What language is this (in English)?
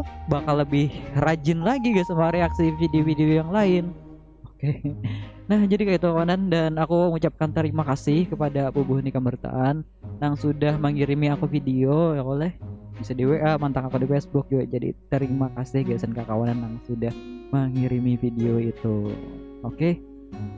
Banjar